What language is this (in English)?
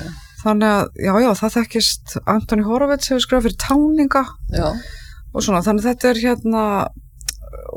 Icelandic